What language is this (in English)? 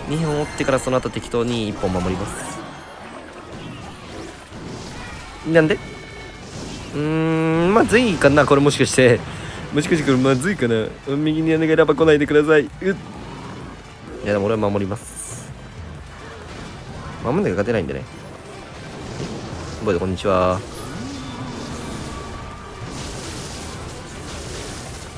Japanese